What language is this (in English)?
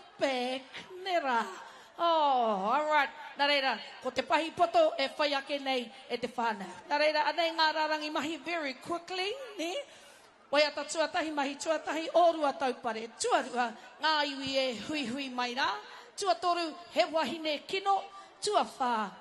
Māori